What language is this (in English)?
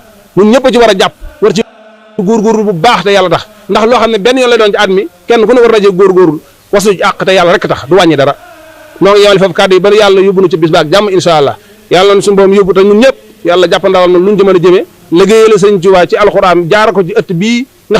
Wolof